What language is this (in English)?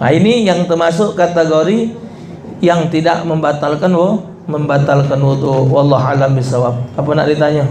Musi